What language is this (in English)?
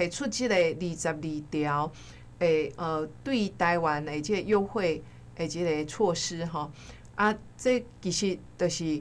Min Nan Chinese